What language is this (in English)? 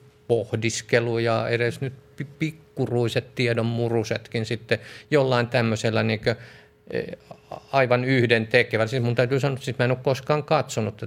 Finnish